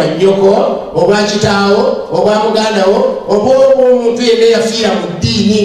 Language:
Ganda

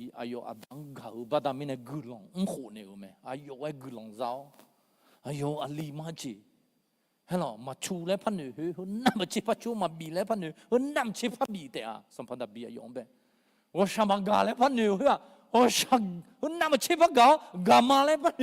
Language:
Akha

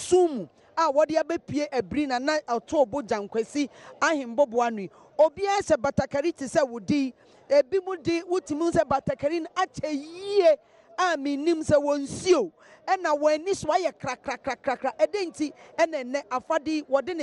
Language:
Akan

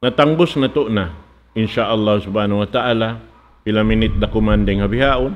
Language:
Tausug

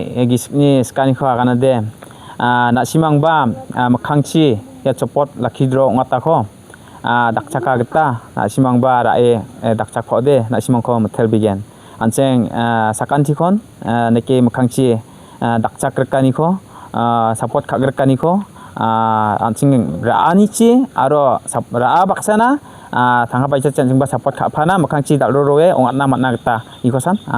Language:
Garo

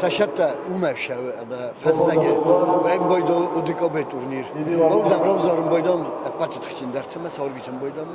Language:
Ossetic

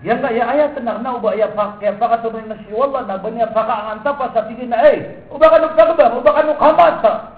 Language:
Maranao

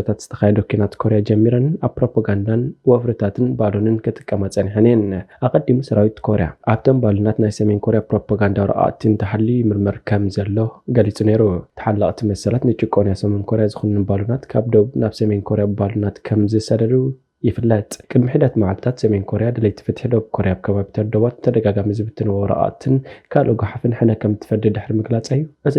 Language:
Tigrinya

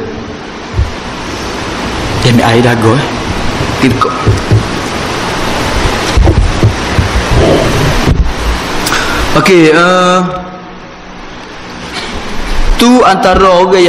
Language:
Malay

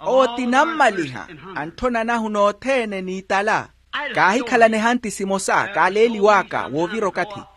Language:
Makhuwa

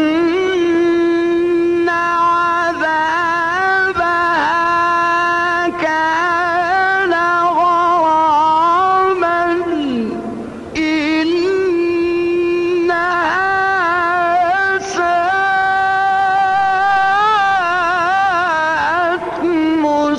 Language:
Arabic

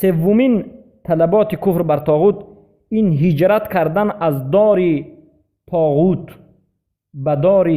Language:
Persian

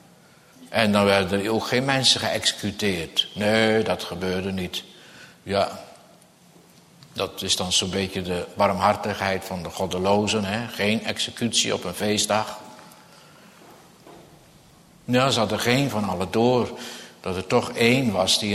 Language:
Dutch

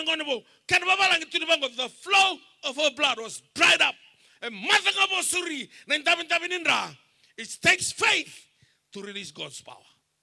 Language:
Fijian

